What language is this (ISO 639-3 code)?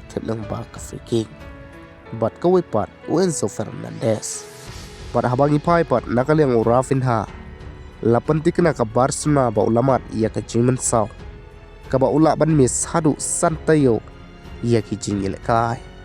kha